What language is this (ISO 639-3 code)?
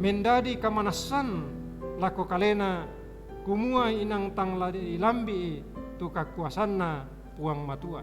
sda